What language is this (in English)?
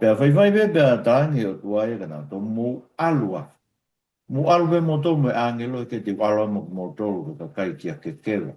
Tongan